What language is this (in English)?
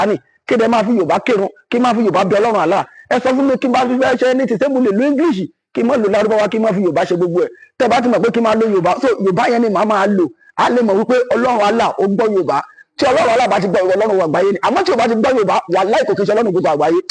Yoruba